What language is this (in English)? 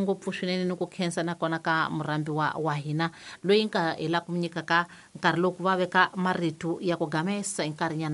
Tsonga